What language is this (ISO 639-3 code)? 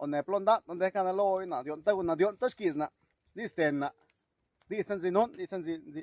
zap